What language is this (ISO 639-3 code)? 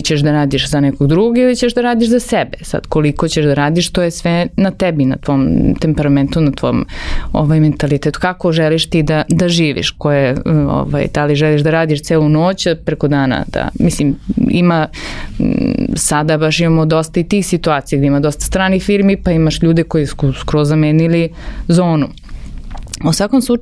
srp